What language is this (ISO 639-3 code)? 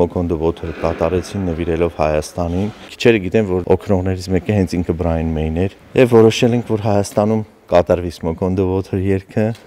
hye